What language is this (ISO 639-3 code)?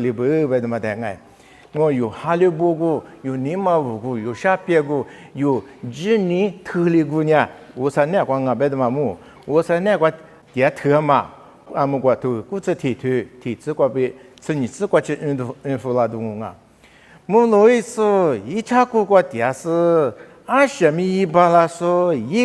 lis